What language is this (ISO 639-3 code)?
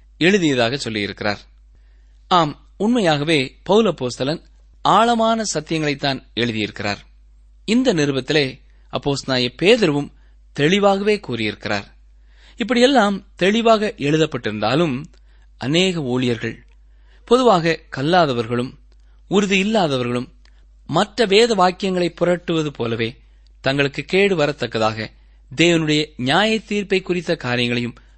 tam